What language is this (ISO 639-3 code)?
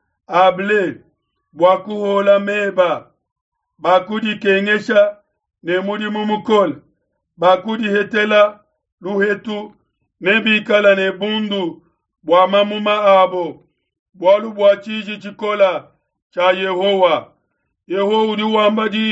lua